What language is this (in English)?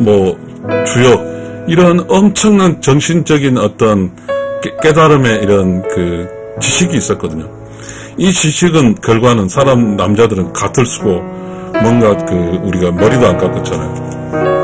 Korean